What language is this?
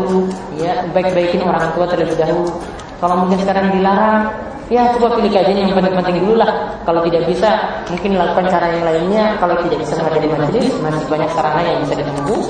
Indonesian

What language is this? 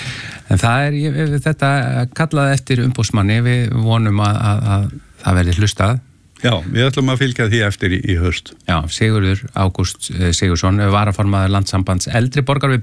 Icelandic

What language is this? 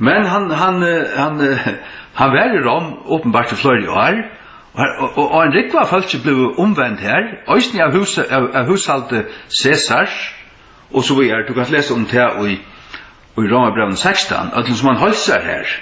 Faroese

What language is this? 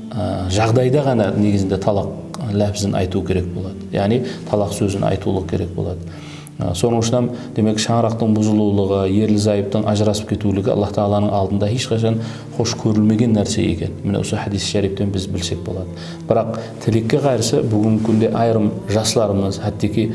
Kara-Kalpak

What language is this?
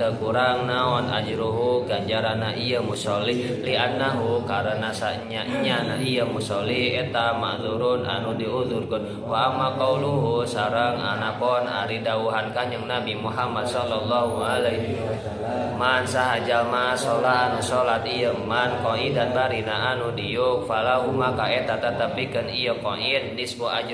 Sundanese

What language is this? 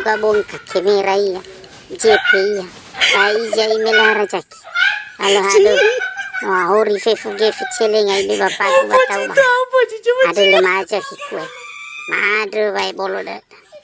Nias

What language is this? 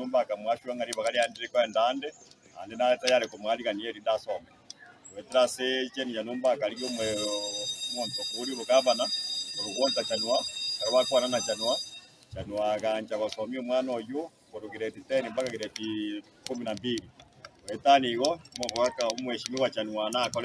Gusii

